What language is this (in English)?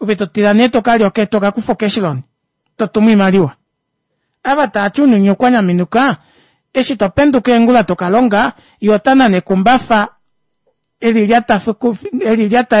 Kuanyama